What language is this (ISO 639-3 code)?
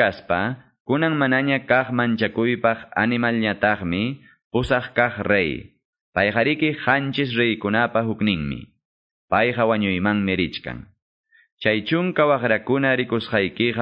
que